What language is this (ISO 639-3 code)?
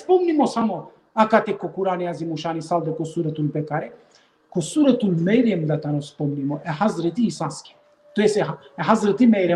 rmn